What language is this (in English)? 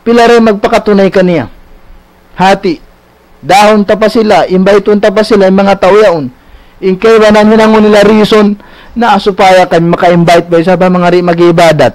Tausug